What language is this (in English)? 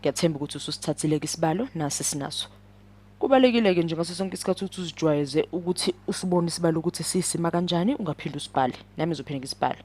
Zulu